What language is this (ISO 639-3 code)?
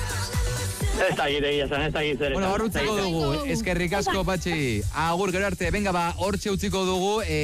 eus